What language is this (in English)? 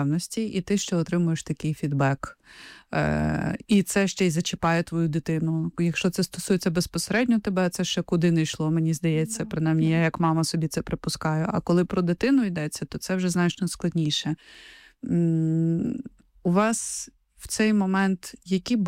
Ukrainian